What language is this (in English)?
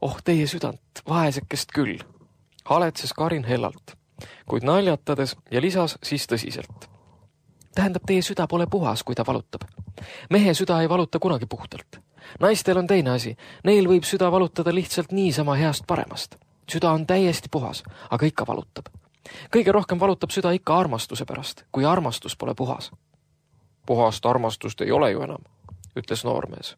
Estonian